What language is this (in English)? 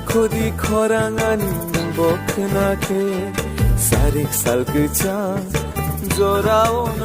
Kok Borok